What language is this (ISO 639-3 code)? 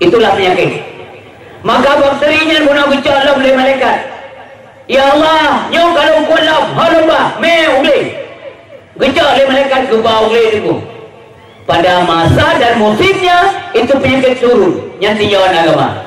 ace